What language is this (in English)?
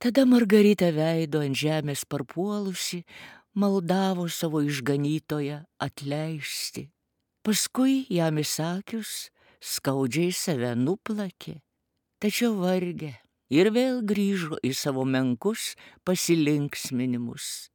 Lithuanian